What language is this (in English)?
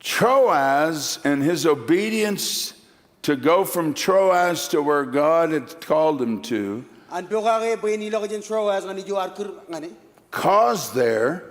Marshallese